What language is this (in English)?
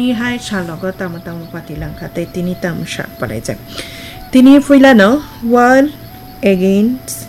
Kok Borok